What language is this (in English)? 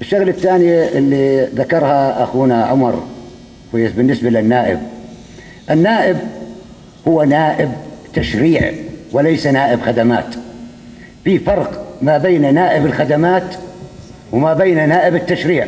North Levantine Arabic